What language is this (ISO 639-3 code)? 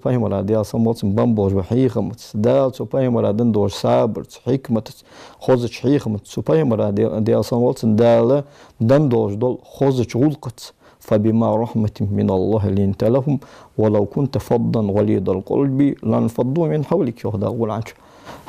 inh